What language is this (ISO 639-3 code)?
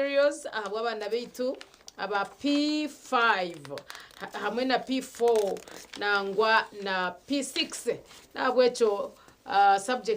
nyn